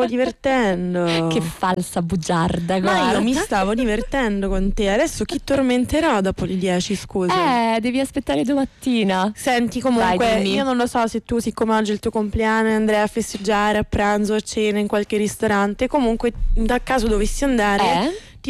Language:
Italian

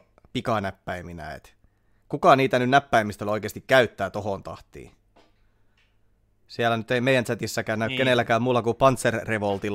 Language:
Finnish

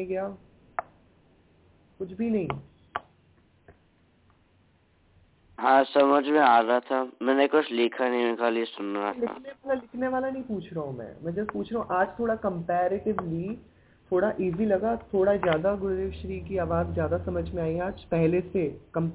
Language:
Hindi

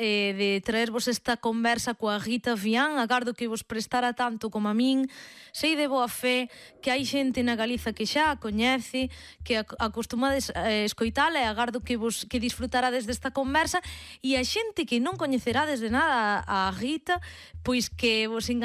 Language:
Galician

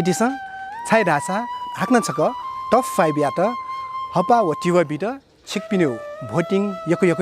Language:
Newari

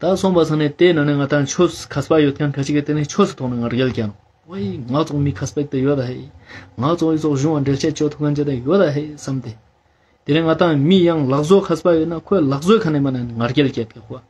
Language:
Ladakhi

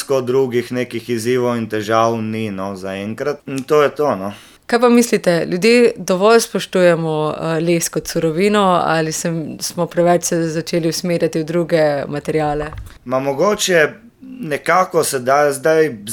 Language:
Slovenian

